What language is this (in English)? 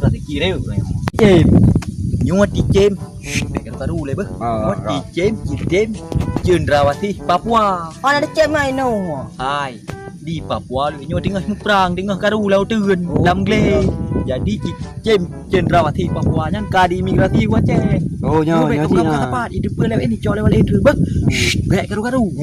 Achinese